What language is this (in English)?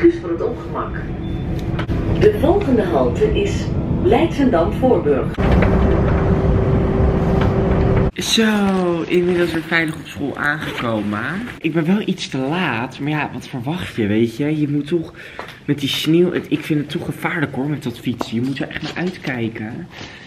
Dutch